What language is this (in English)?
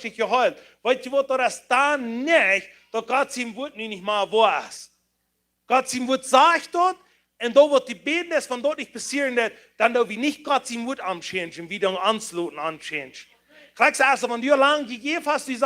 Plautdietsch